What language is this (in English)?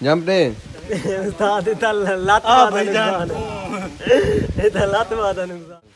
Saraiki